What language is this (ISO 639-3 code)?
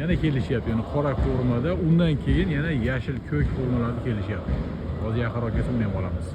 uzb